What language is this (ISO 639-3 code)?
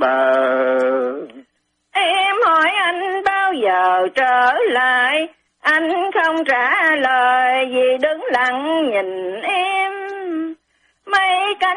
vie